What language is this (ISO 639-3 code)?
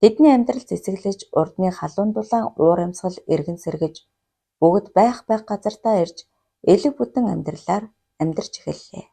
mon